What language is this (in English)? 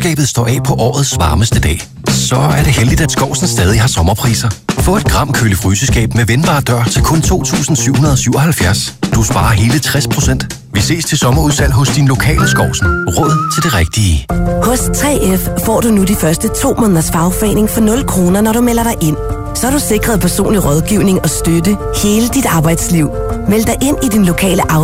Danish